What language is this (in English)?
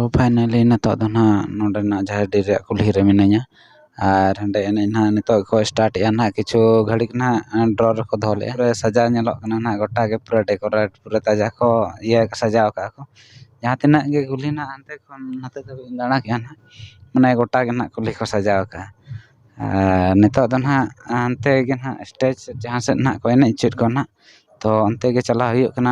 Santali